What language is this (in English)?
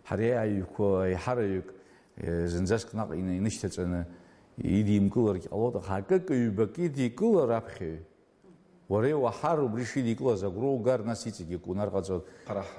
Abkhazian